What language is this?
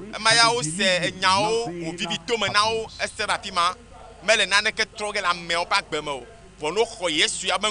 Ewe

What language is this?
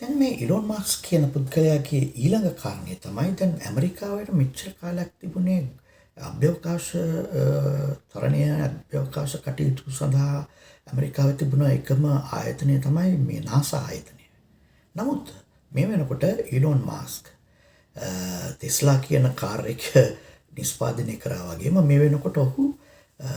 Sinhala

